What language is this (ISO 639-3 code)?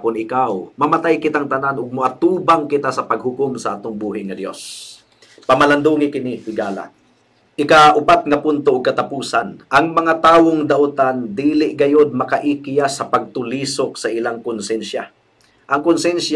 ceb